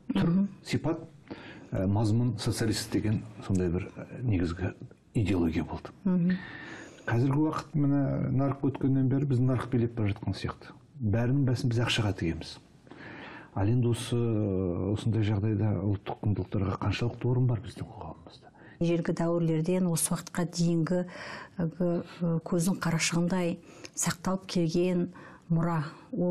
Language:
Kazakh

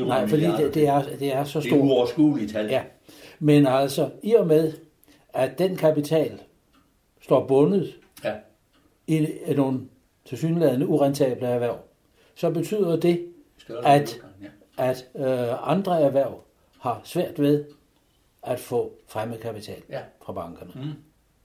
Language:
Danish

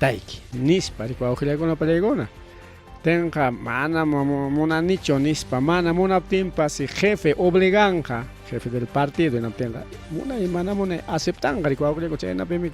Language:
Ayacucho Quechua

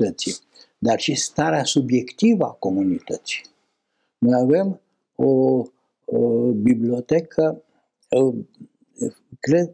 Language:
Romanian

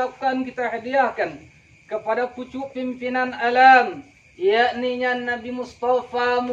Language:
Minangkabau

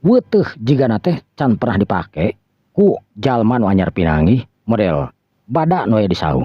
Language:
Sundanese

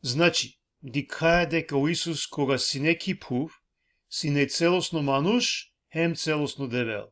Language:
Balkan Romani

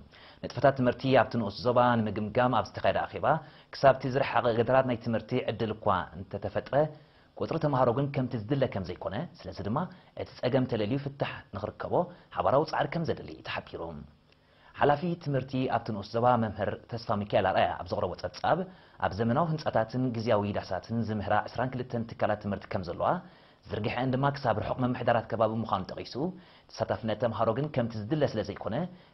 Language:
Tigrinya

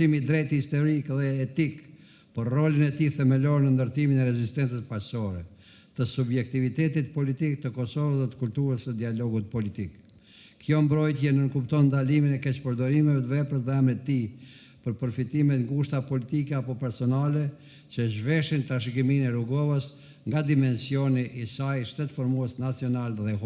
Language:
Albanian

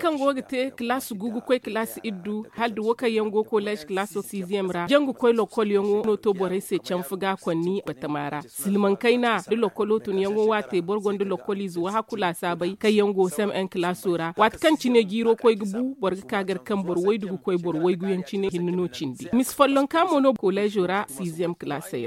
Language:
Zarma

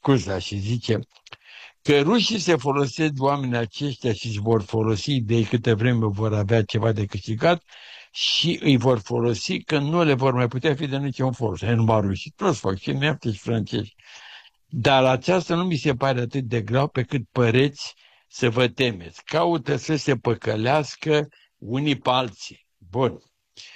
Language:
Romanian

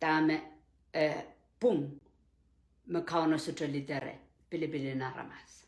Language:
Pohnpeian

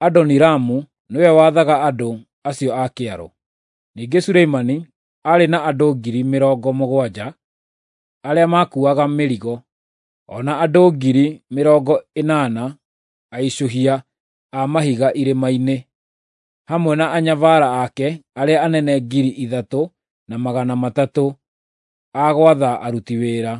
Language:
Kikuyu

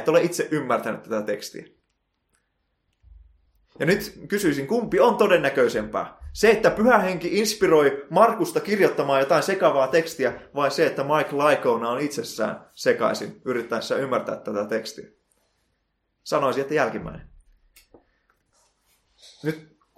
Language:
Finnish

